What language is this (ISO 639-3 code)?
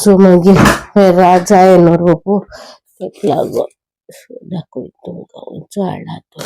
kok